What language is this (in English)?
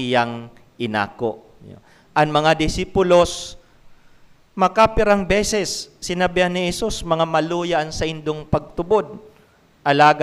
Bikol